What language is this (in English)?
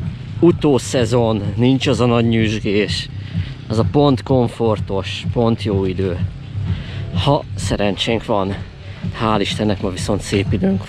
Hungarian